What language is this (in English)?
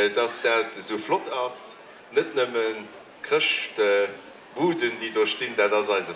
Luxembourgish